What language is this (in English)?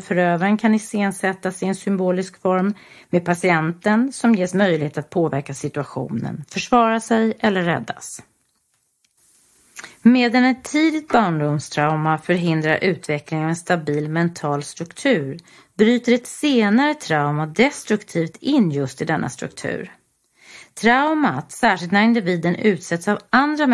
Swedish